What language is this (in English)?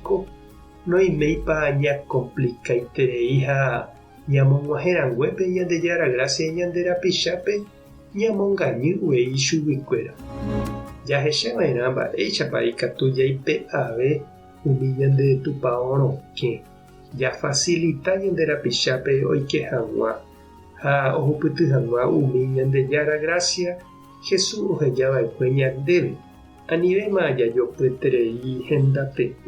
Guarani